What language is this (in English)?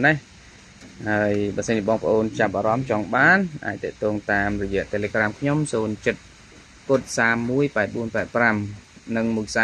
Khmer